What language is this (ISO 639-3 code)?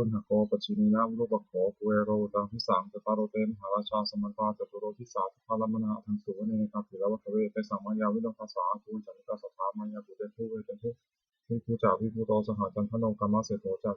pli